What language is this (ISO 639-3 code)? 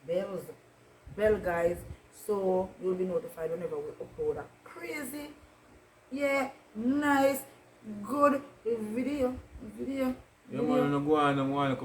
jam